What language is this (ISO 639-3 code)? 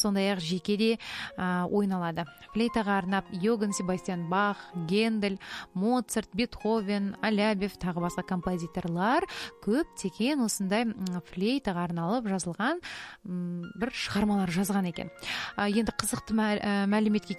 kaz